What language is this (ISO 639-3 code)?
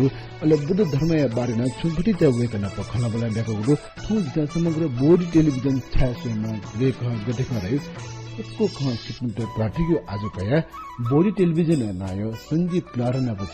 new